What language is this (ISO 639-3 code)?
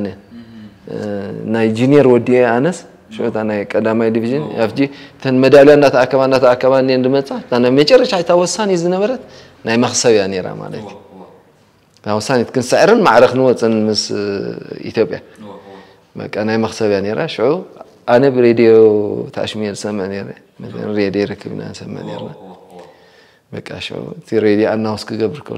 tir